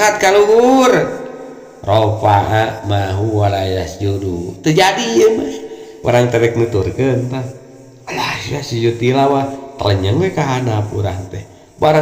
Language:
Sundanese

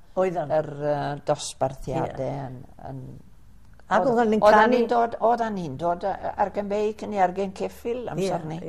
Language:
Welsh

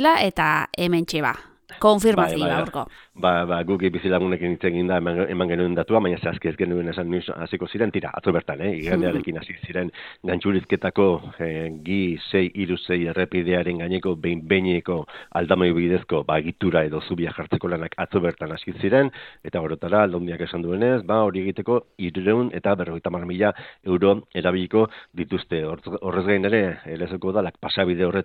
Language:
Basque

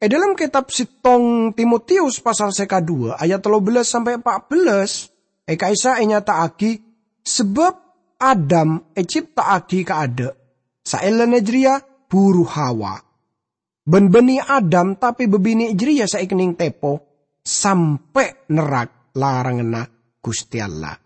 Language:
Madurese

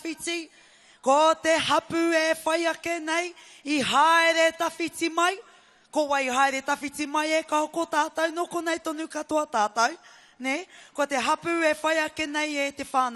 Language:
Māori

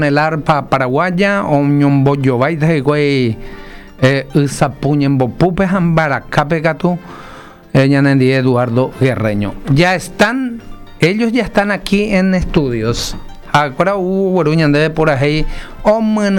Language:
Guarani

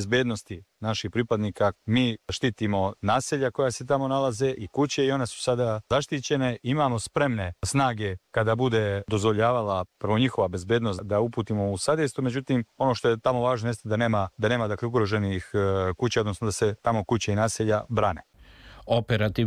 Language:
Serbian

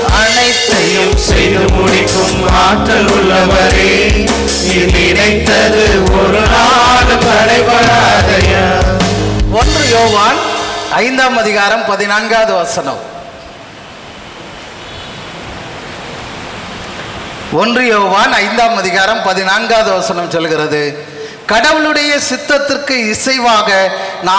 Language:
Tamil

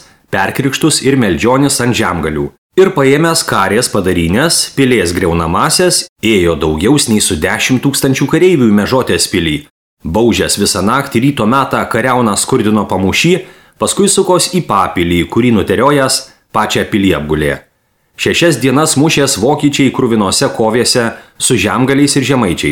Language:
Lithuanian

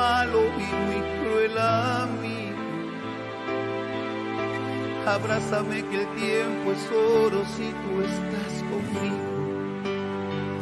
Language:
Spanish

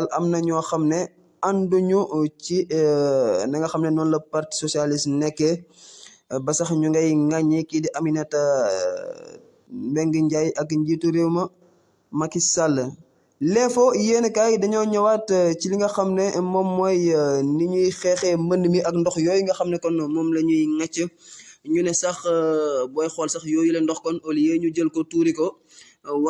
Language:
Wolof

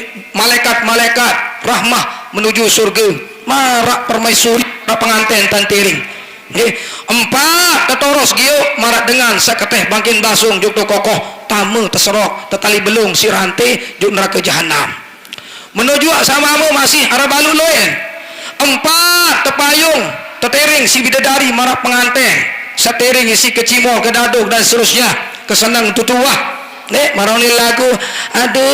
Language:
Sasak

